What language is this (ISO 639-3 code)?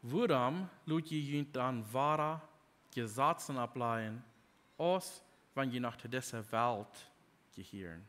pdt